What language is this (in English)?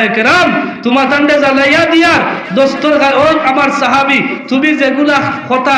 Sylheti